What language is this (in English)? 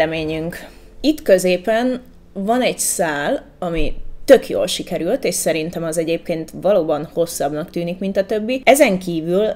Hungarian